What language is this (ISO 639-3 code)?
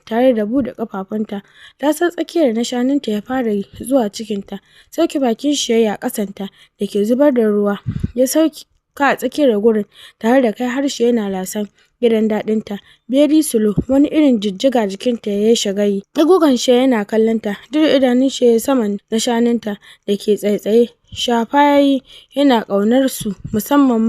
hau